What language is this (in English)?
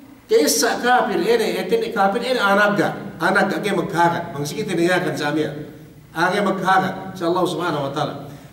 Yakan